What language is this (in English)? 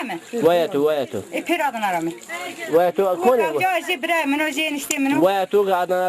Zaza